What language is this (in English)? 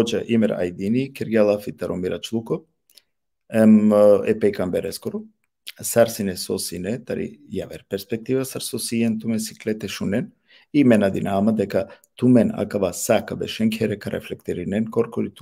Balkan Romani